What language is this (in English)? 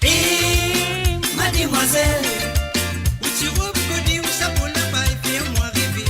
Morisyen